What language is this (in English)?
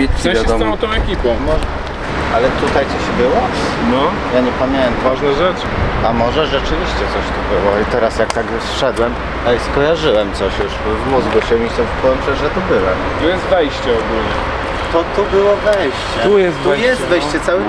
Polish